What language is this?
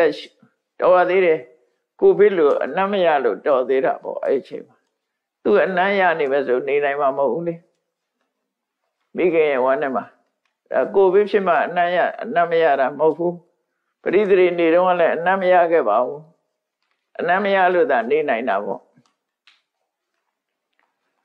Burmese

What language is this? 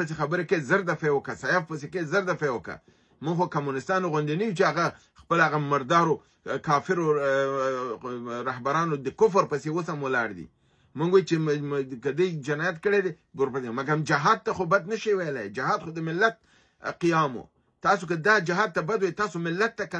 Pashto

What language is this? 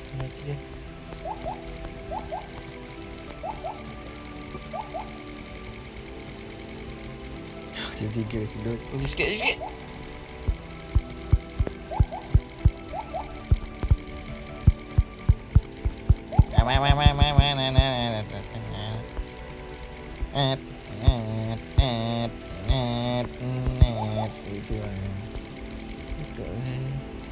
Malay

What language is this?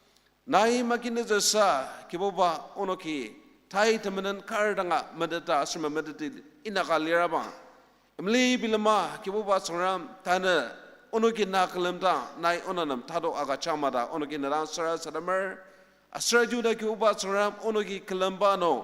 Ao Naga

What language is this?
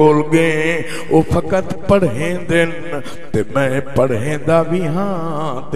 Saraiki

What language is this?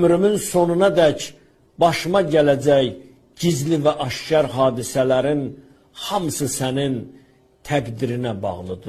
Azerbaijani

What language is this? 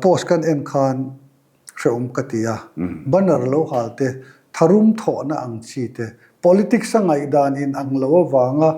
Mizo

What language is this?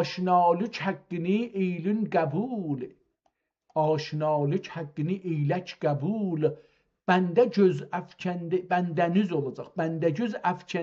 South Azerbaijani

